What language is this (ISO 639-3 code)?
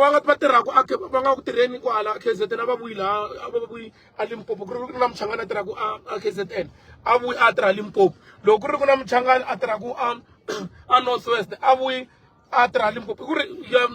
tso